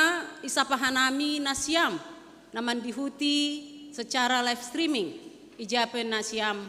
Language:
Batak Simalungun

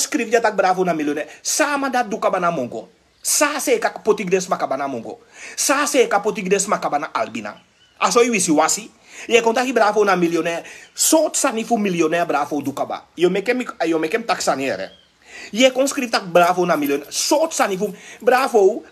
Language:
Sranan Tongo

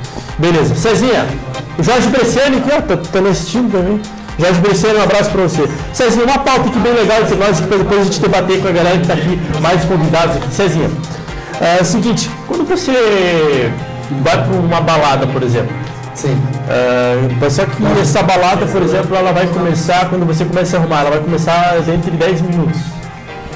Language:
Portuguese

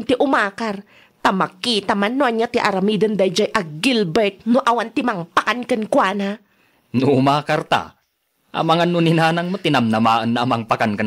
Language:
Iloko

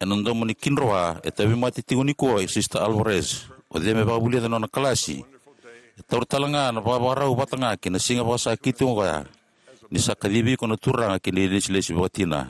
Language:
Fijian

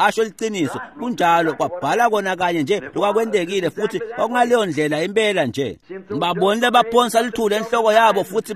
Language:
Swati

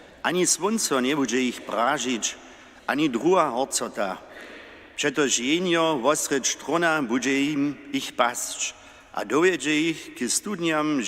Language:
Upper Sorbian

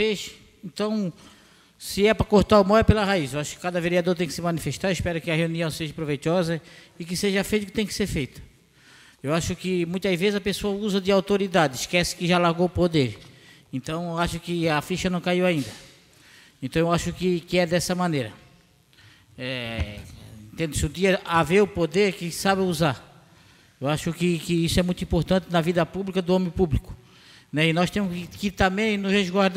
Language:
Portuguese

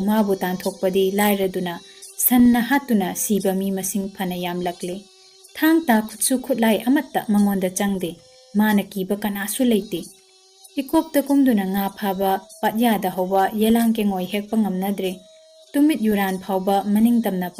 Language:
Manipuri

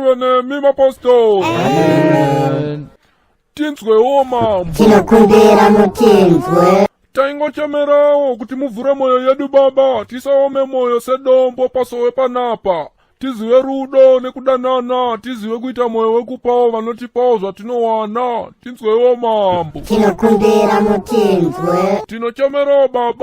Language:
Shona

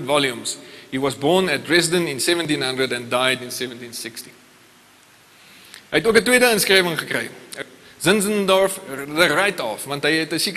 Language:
Afrikaans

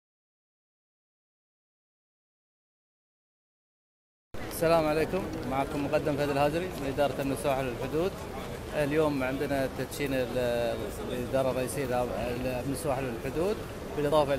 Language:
Arabic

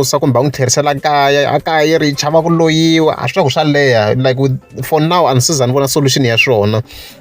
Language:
Tsonga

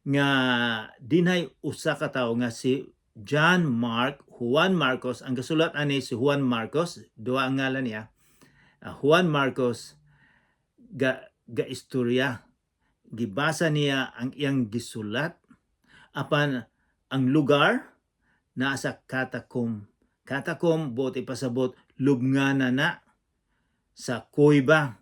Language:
Cebuano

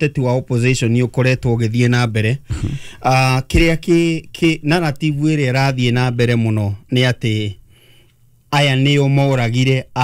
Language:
Kikuyu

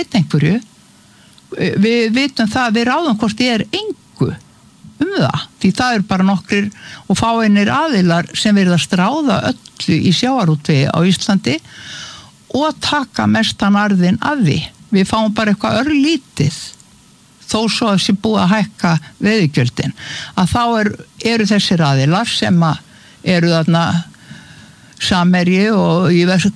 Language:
Icelandic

